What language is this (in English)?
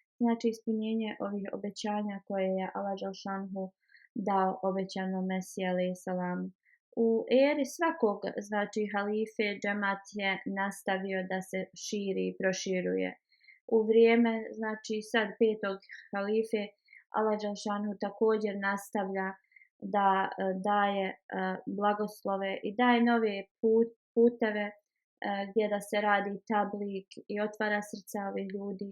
Bosnian